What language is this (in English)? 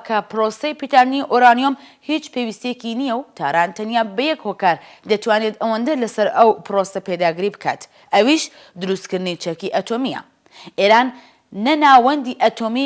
Central Kurdish